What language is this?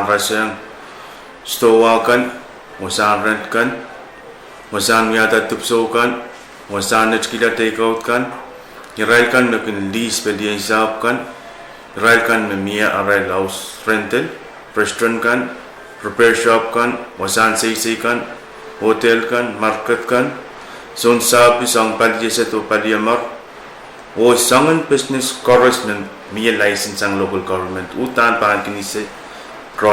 Pohnpeian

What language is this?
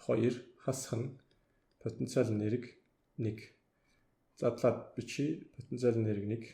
Mongolian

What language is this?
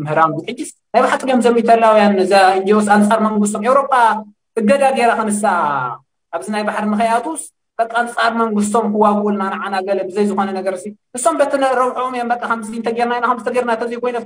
Tigrinya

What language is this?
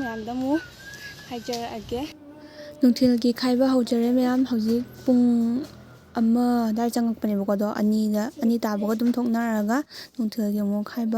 Manipuri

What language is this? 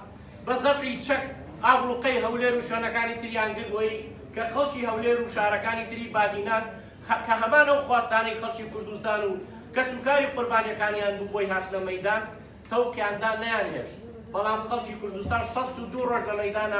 Central Kurdish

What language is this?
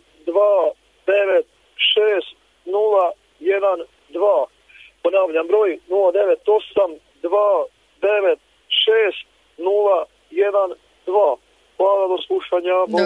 Croatian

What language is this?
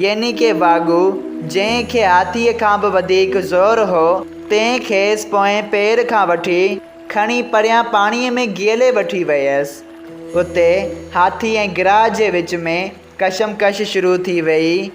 Sindhi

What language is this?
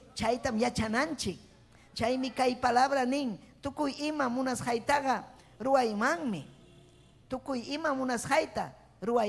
Ayacucho Quechua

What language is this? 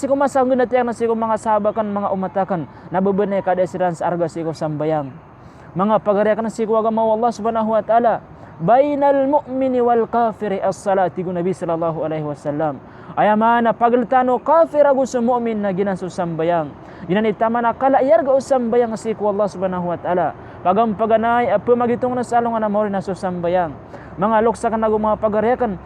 Maranao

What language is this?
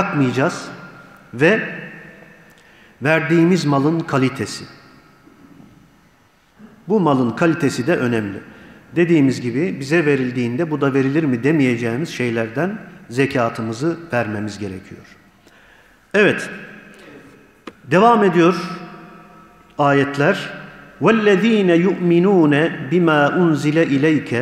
Turkish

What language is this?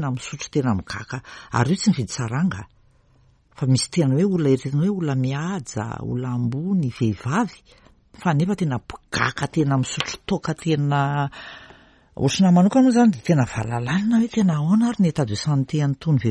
Malagasy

